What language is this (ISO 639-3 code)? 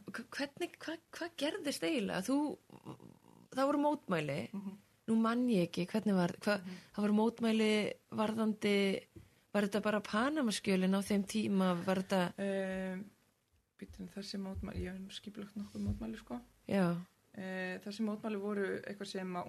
isl